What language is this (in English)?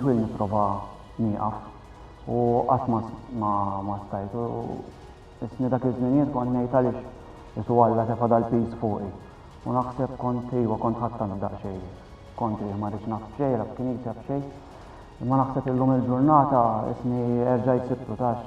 Maltese